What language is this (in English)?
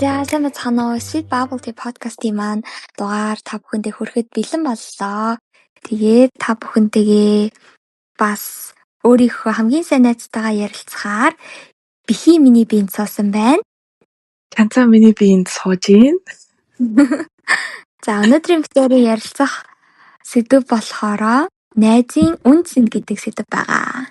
Mongolian